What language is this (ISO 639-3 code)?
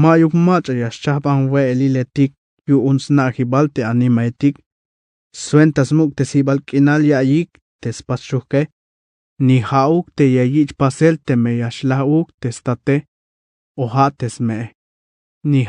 tzh